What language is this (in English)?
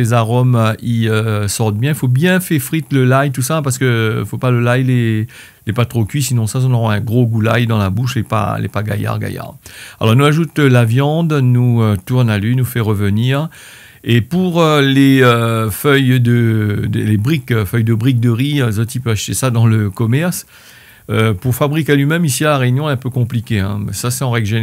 Réunion Creole French